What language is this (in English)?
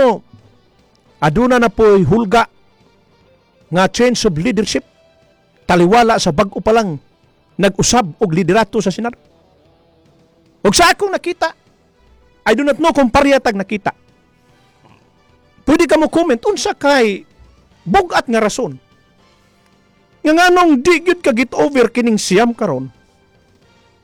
Cebuano